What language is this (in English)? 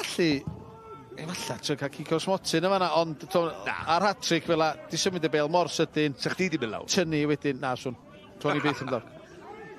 Welsh